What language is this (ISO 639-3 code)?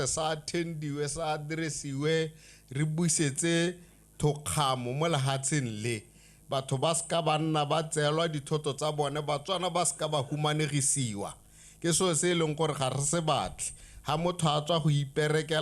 tsn